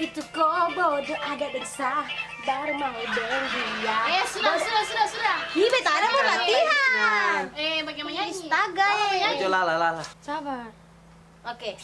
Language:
Ambonese Malay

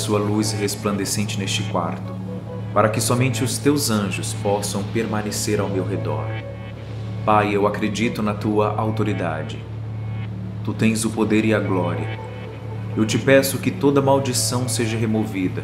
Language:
Portuguese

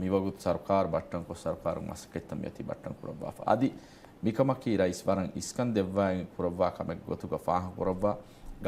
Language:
Divehi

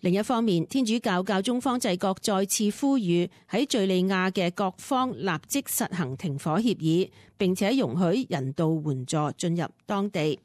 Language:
Cantonese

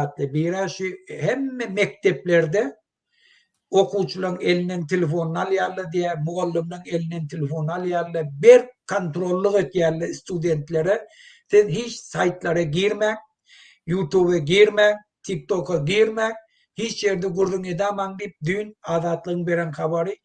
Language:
Turkmen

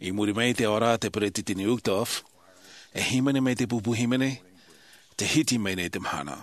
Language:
Tahitian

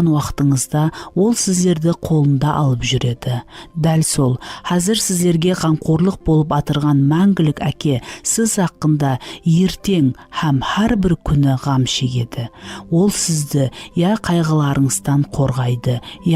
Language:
Kara-Kalpak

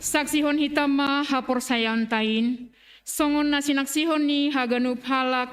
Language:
Batak Simalungun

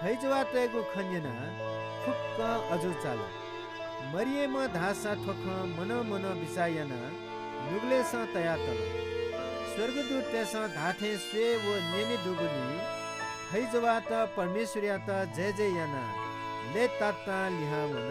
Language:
Newari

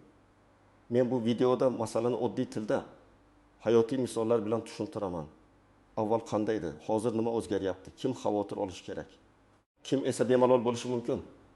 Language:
Uzbek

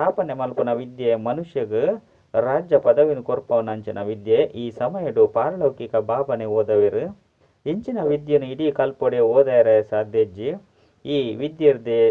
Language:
Tulu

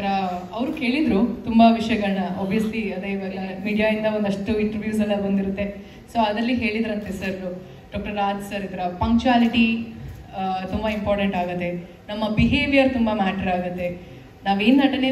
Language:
Kannada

